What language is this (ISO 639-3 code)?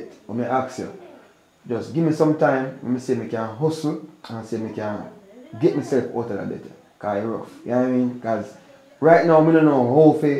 jam